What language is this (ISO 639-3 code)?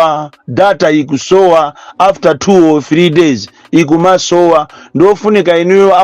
nya